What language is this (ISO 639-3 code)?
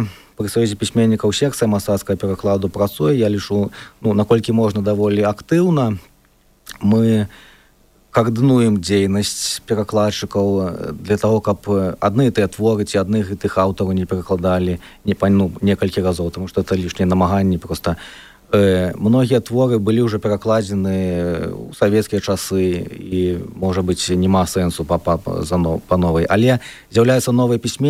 bel